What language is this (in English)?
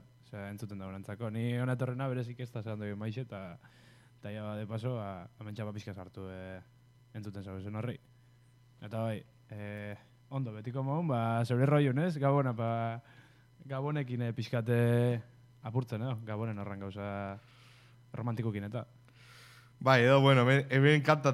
Basque